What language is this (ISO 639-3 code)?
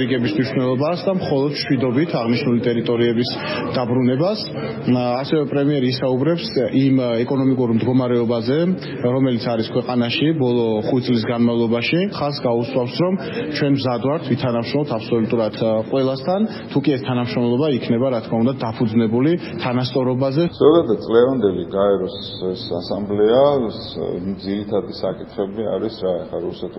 kat